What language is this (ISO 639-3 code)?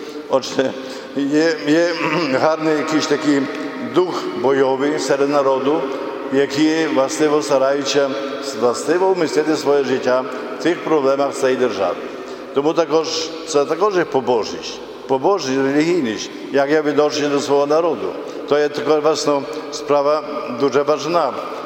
ukr